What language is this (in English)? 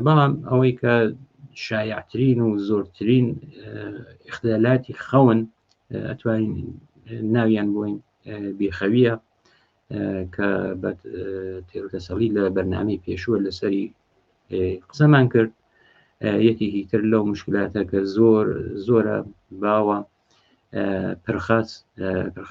Central Kurdish